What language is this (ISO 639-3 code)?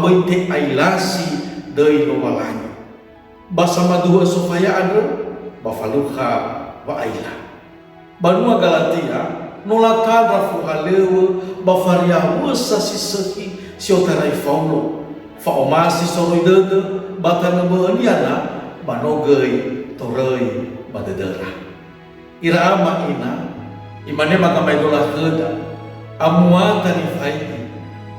nia